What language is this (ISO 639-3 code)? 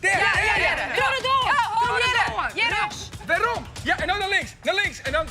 fry